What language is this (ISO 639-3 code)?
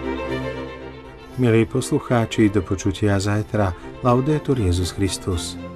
slk